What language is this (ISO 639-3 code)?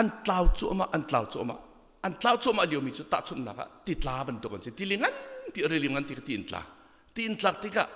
cnh